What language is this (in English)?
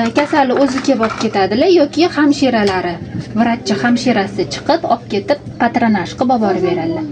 Uzbek